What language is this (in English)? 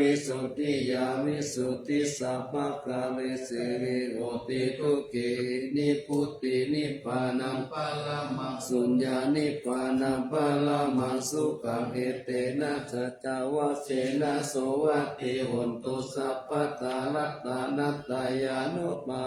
Pali